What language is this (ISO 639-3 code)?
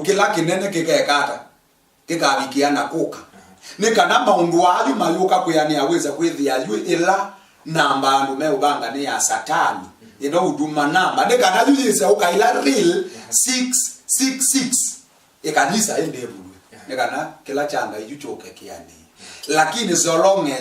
kam